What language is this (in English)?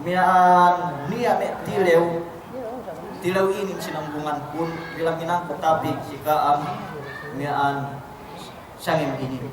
Yakan